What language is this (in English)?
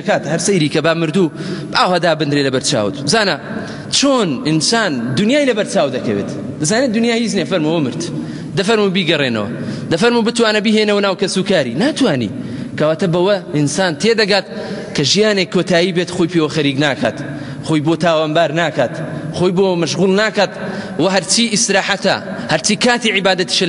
Central Kurdish